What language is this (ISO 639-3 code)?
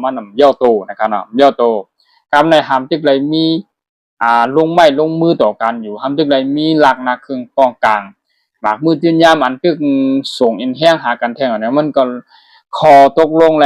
shn